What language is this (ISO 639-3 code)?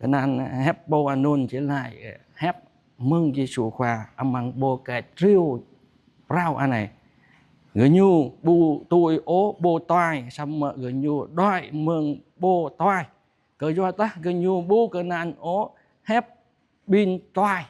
jra